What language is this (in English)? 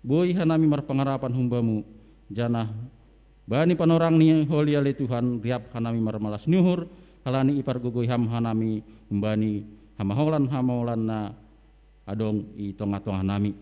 Batak Simalungun